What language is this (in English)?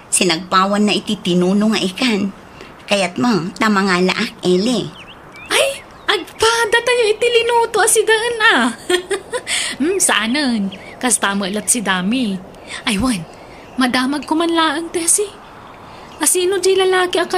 Iloko